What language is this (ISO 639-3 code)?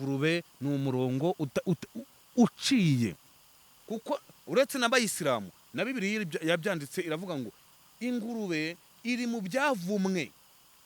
kin